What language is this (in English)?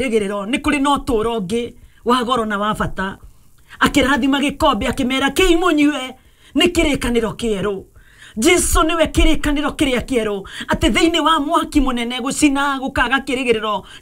Kikuyu